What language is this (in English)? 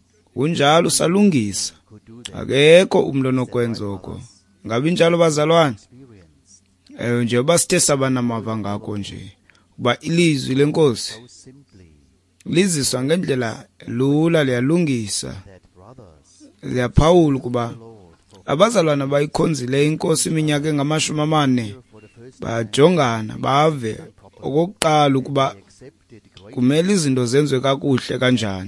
Xhosa